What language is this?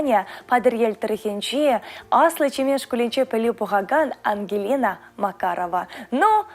Chuvash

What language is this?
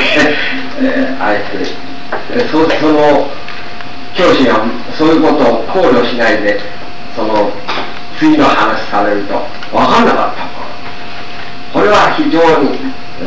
Japanese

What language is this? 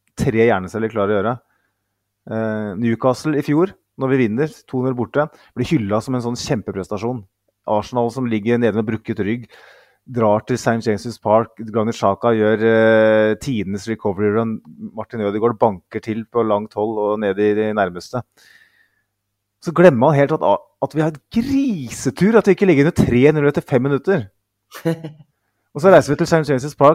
Norwegian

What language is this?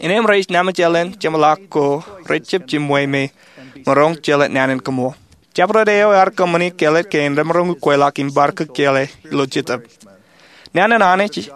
Marshallese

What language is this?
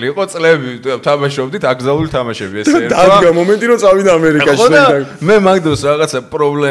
Georgian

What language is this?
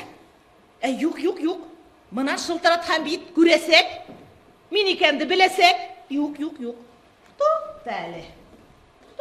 Bashkir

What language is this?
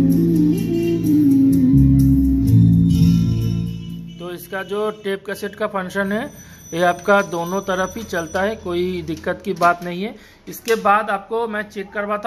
Hindi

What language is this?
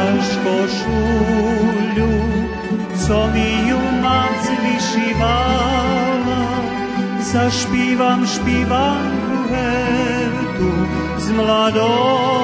Rusyn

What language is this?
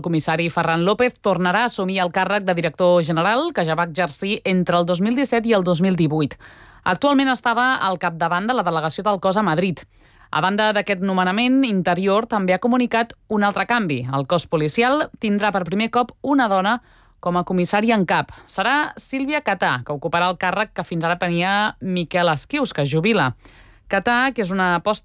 Catalan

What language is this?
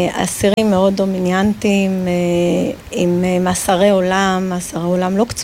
Hebrew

